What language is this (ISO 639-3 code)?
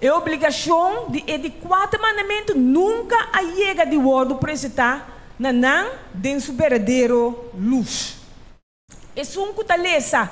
pap